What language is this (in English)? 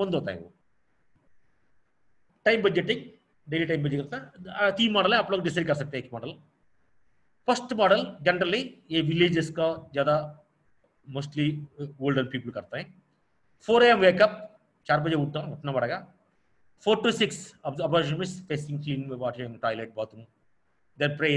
Hindi